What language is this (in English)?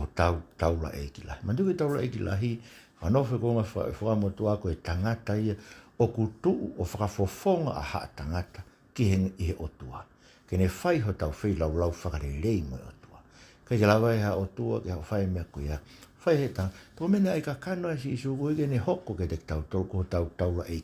Tongan